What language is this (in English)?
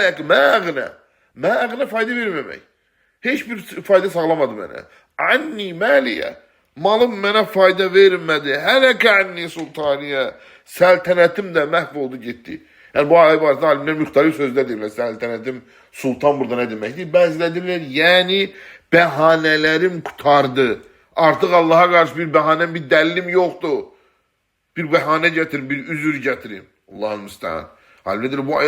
Azerbaijani